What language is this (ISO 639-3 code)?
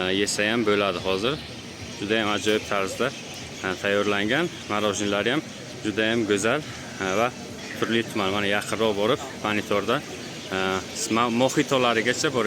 uzb